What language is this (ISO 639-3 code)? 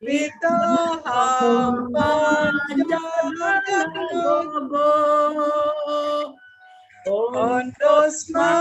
bts